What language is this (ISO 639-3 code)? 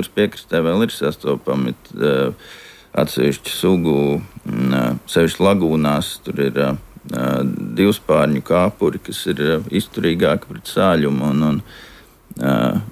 lav